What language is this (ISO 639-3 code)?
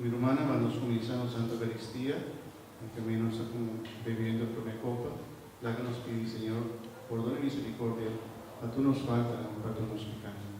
pap